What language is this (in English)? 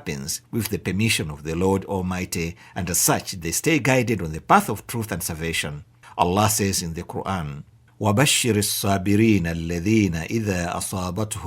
English